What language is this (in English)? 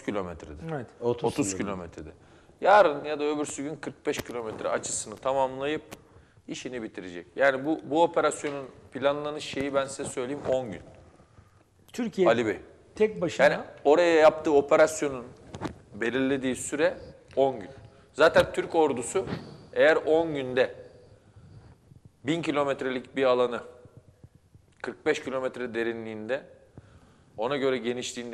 Turkish